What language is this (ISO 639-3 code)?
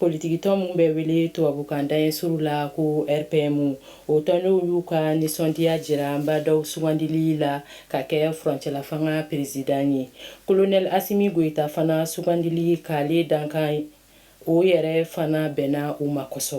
bam